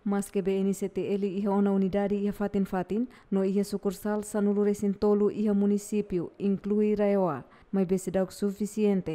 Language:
Tetum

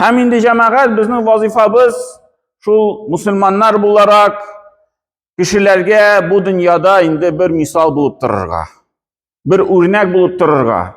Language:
Tatar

